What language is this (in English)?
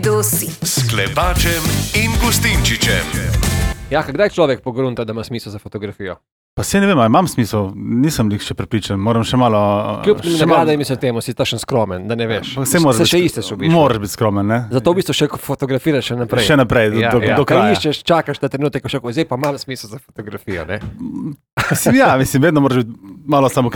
Slovenian